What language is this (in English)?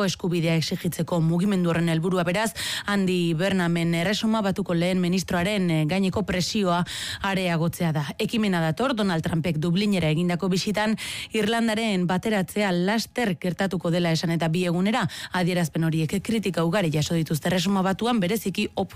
Basque